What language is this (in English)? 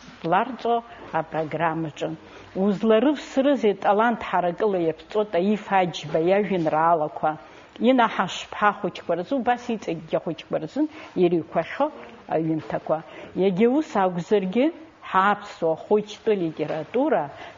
Abkhazian